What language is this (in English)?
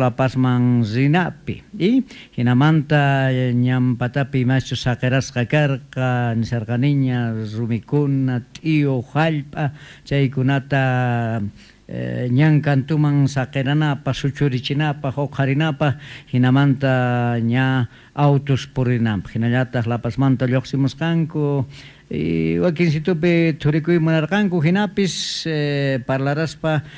South Bolivian Quechua